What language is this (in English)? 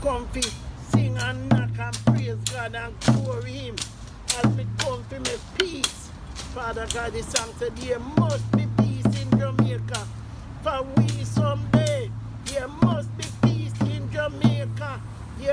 Jamaican Creole English